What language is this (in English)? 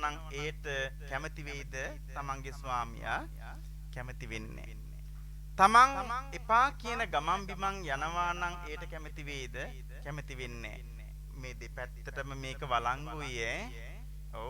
Sinhala